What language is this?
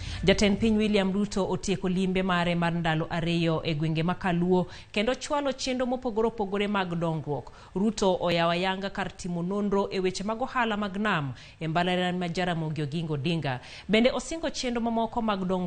Luo (Kenya and Tanzania)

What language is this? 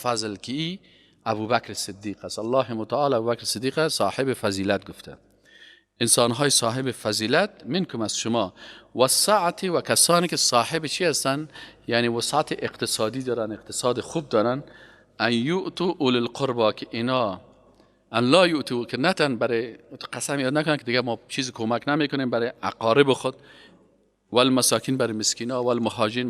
Persian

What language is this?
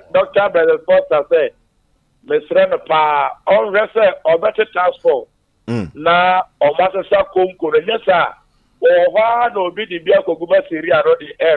Akan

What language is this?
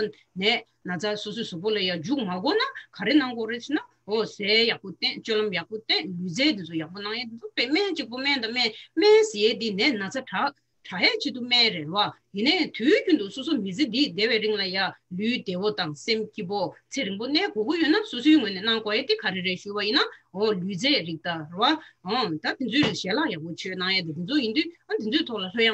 Tibetan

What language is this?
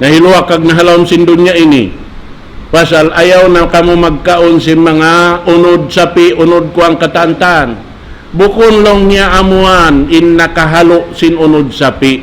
Tausug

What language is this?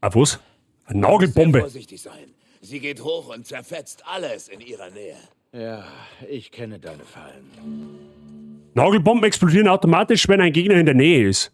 Bavarian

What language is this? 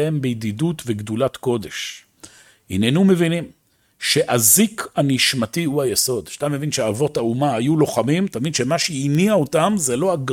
Hebrew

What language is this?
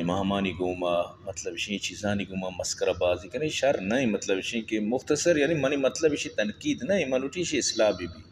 Eastern Balochi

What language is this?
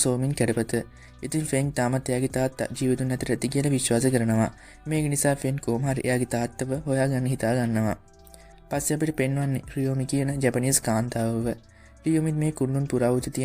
Sinhala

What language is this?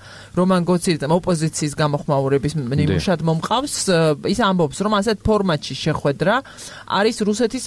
Georgian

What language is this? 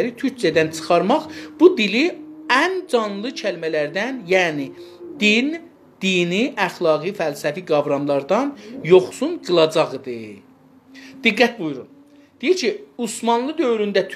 South Azerbaijani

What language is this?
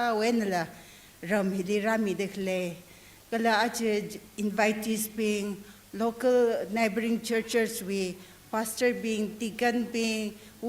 Tangkhul Naga (India)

